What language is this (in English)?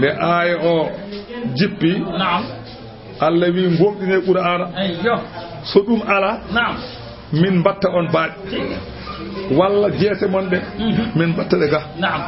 Fula